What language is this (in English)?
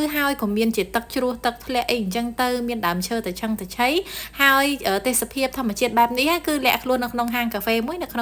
Khmer